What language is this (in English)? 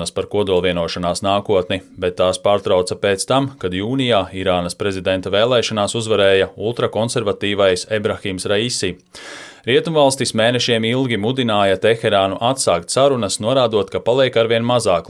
Latvian